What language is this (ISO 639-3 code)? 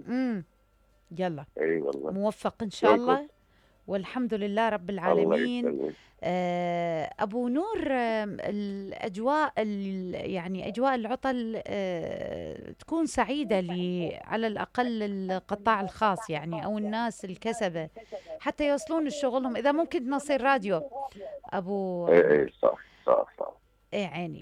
acm